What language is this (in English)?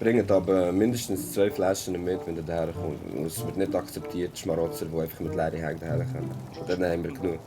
Swiss German